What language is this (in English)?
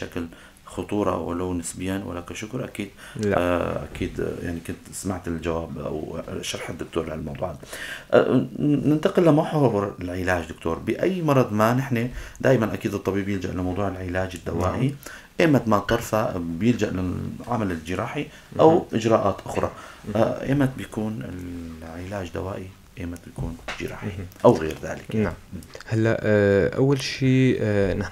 North Levantine Arabic